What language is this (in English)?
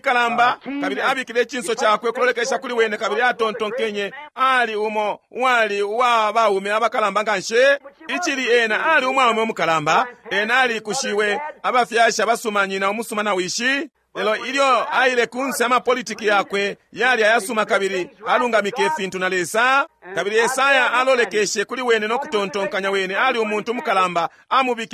Bemba